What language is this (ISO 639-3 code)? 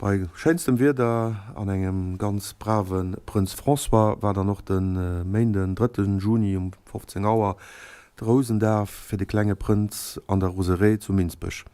ltz